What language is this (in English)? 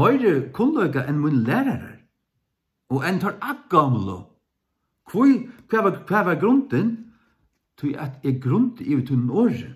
Faroese